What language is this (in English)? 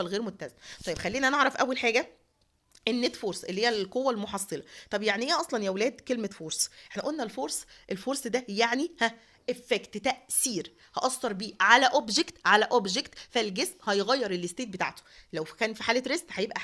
Egyptian Arabic